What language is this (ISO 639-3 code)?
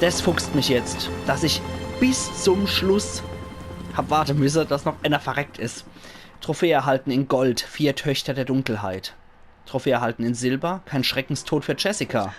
pfl